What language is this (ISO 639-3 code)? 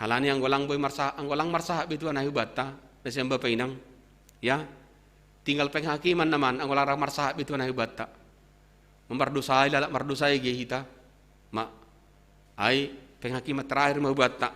bts